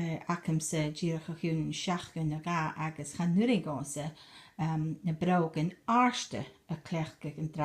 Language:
Scottish Gaelic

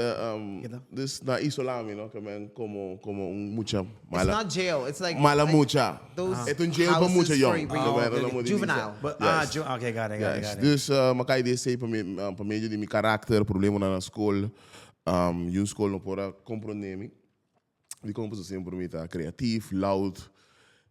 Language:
Papiamento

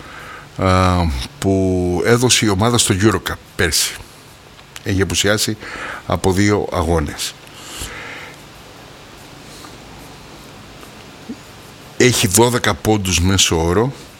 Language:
Greek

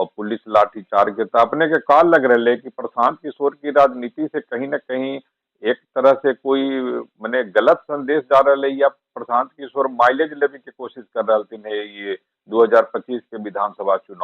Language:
Magahi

